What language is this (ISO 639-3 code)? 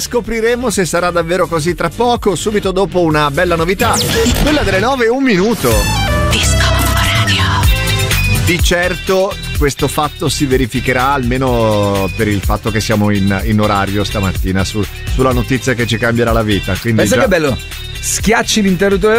ita